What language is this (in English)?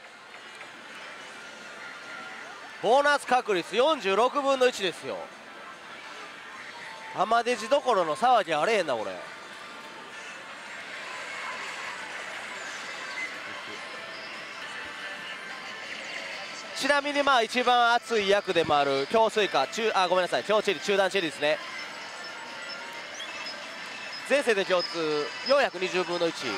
Japanese